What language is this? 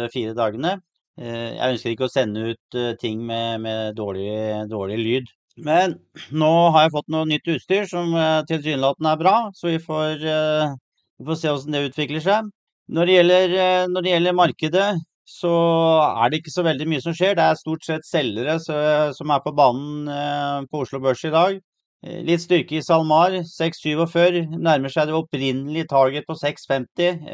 Norwegian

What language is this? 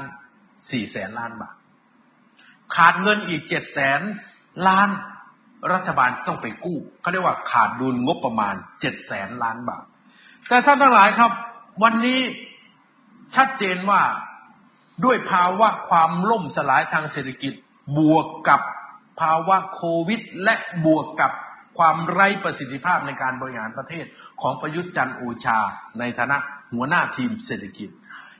Thai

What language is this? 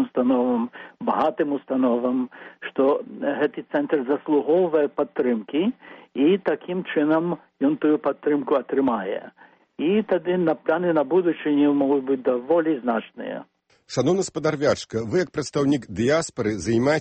Belarusian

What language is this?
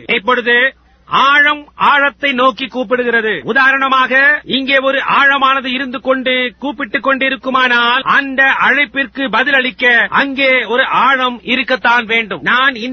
Tamil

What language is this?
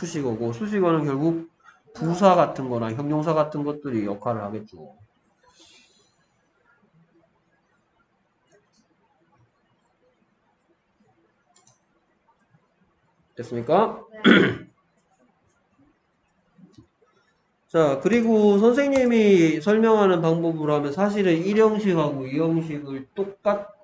Korean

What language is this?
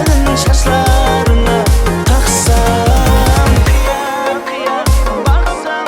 Kara-Kalpak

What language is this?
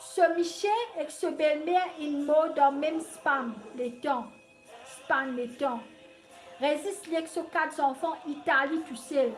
Morisyen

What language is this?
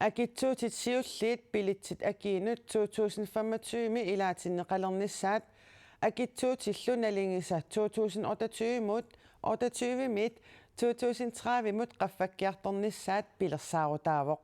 Kalaallisut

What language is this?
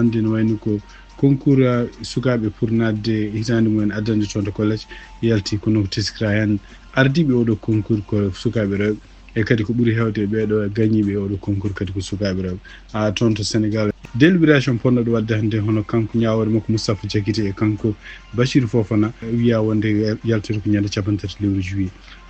Fula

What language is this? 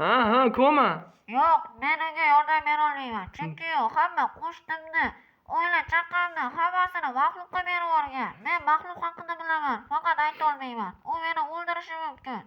Uzbek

